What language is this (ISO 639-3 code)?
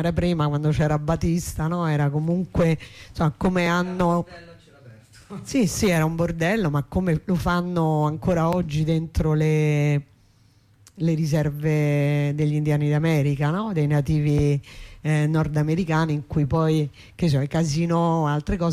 ita